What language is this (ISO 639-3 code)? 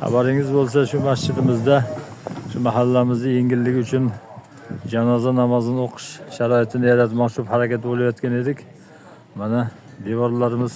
uzb